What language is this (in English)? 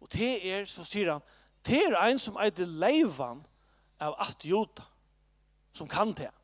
Faroese